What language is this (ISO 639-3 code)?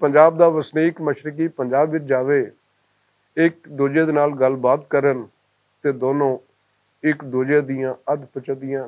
lah